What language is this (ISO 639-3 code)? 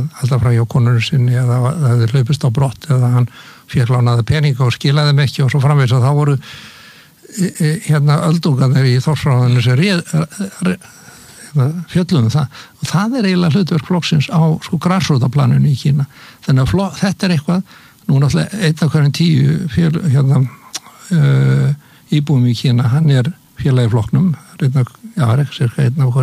isl